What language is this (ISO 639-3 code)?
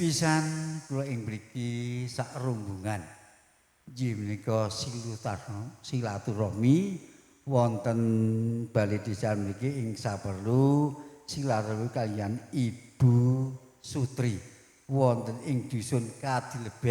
jav